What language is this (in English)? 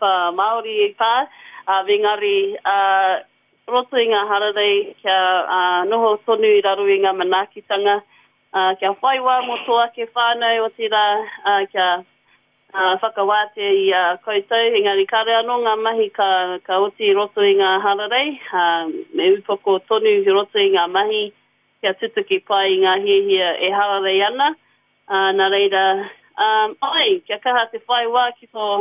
Māori